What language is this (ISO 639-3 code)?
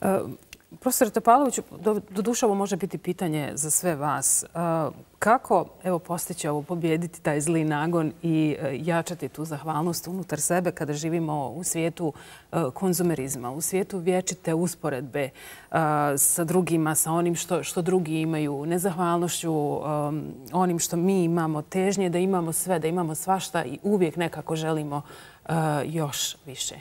bos